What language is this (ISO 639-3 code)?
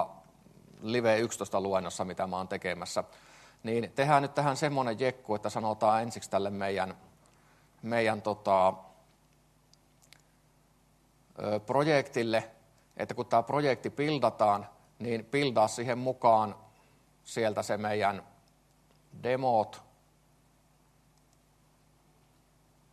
fin